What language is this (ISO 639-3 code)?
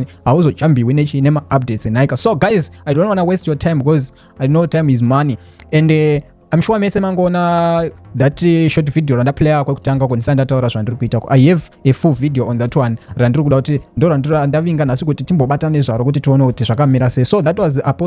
sna